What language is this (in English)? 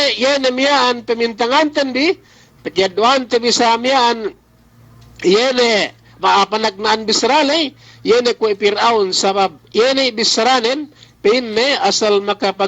Yakan